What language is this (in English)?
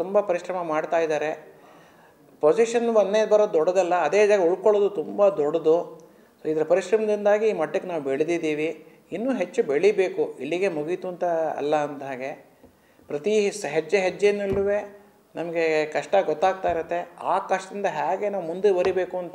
Kannada